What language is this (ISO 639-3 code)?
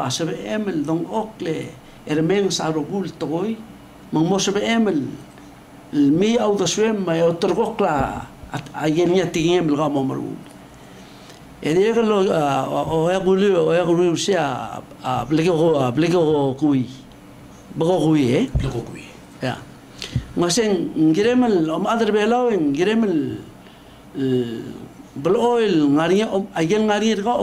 pau